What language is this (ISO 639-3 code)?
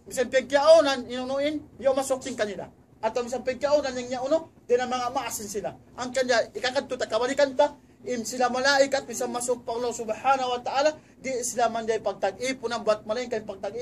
tsg